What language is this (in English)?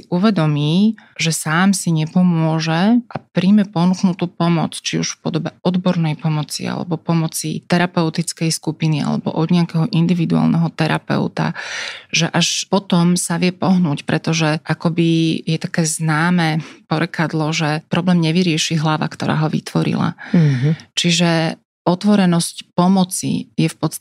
Slovak